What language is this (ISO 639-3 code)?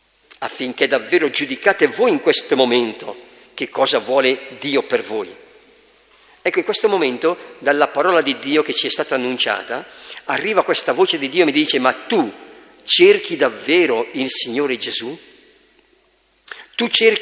ita